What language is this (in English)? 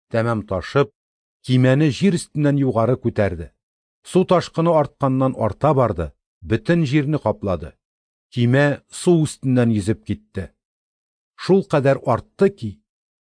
Tatar